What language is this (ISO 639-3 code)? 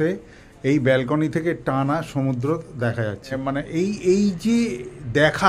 ben